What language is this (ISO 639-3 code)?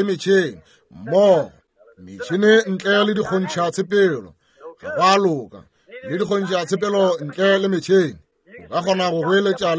nso